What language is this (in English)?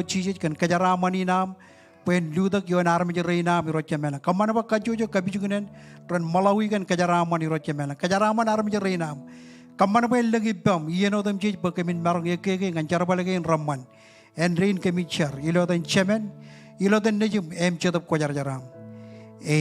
Marshallese